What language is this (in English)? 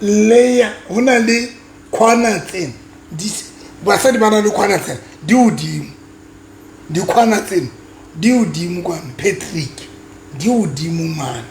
Southern Sotho